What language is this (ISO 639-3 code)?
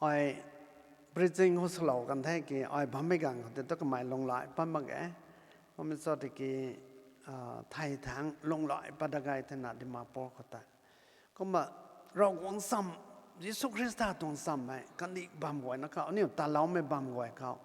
nbu